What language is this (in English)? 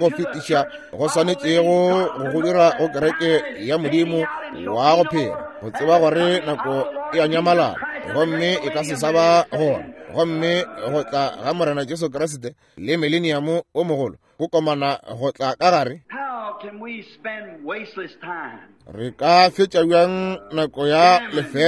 Northern Sotho